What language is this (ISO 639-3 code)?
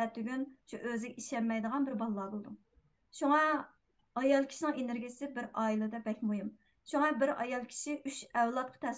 uig